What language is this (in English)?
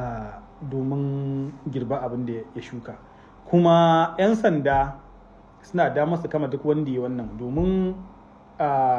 Hausa